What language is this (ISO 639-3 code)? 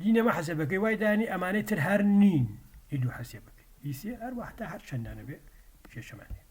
ckb